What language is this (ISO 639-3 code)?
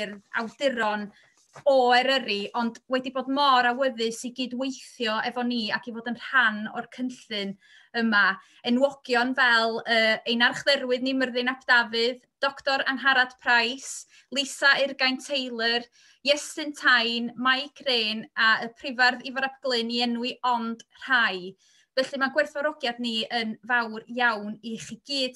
cym